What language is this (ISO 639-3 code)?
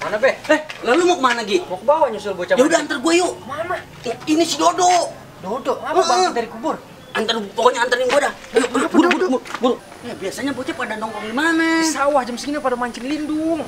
bew